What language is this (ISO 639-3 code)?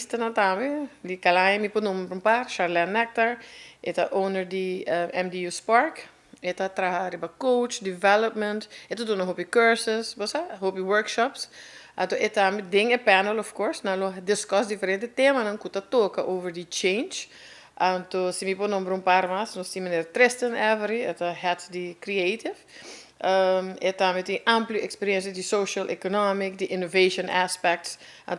pap